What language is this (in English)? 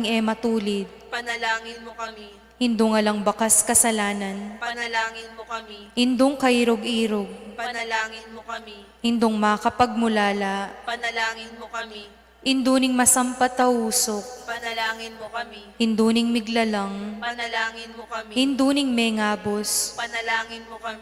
Pampanga